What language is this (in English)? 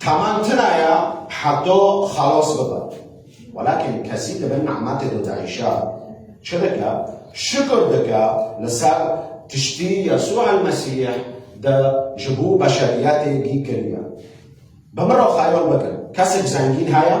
Kurdish